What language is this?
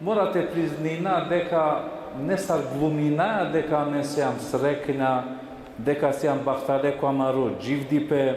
Balkan Romani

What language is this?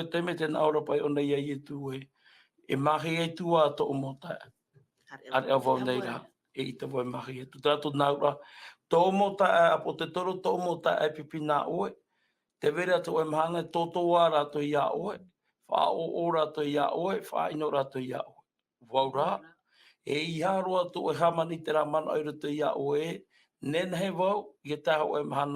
Tahitian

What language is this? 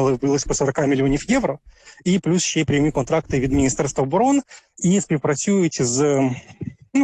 Ukrainian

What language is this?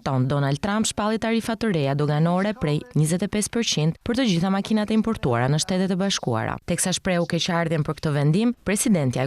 Albanian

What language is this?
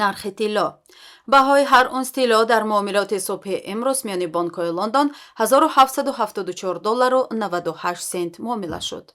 Tajik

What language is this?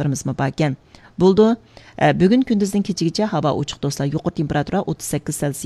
Uyghur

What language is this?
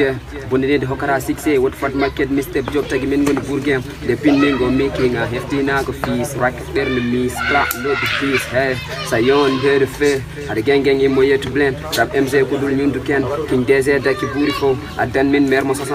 Pular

